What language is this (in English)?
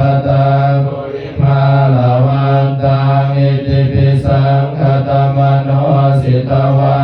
Pali